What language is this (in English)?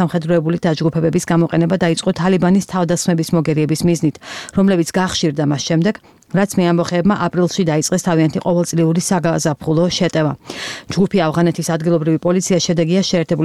Georgian